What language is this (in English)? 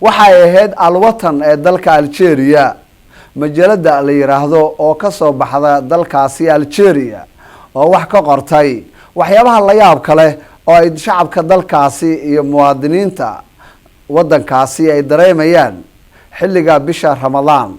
Somali